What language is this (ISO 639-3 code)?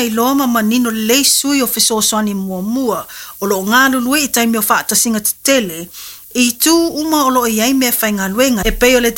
smo